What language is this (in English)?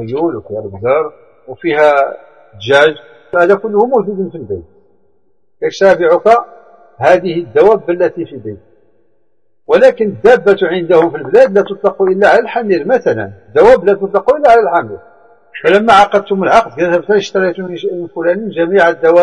Arabic